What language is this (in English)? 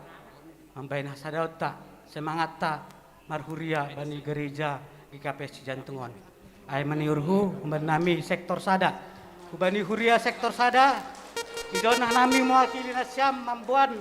Batak Simalungun